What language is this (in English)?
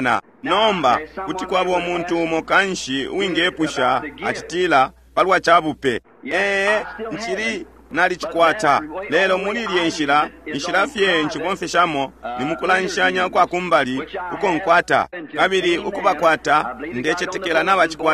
Bemba